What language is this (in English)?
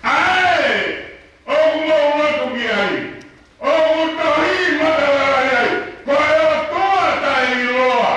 Tongan